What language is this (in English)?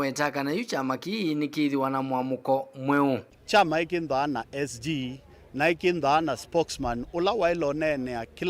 Kamba